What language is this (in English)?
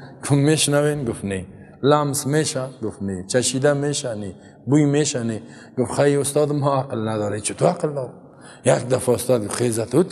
Persian